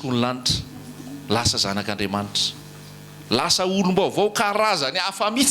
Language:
Malagasy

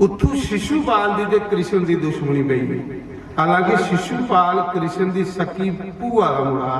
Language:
Dogri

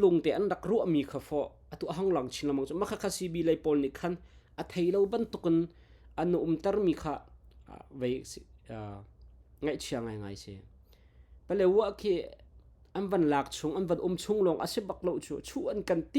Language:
Hakha Chin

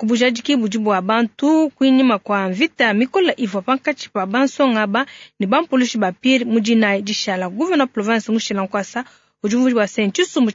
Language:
Luba-Lulua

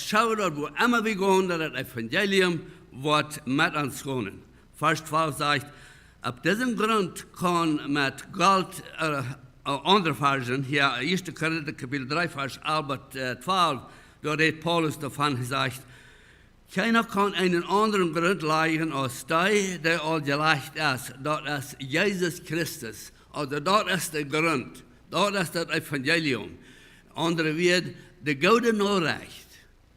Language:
Plautdietsch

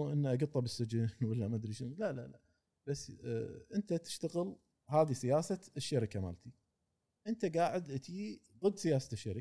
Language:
Gulf Arabic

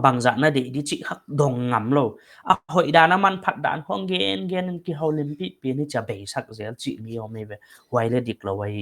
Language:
Paite Chin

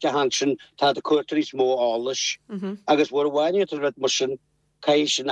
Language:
Irish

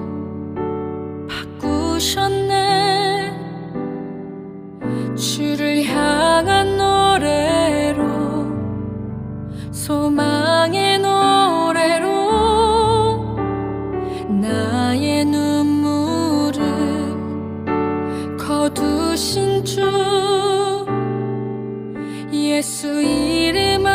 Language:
Korean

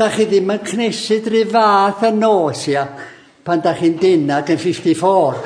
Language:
Welsh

